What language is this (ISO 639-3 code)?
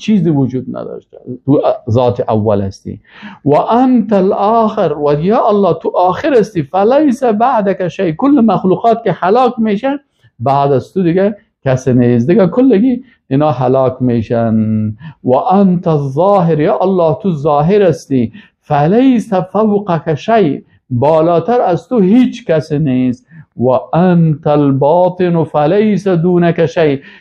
fas